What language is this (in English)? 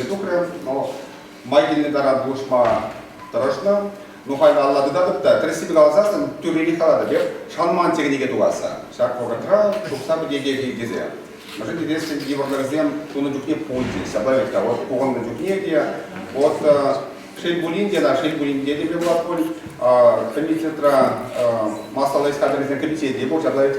Chuvash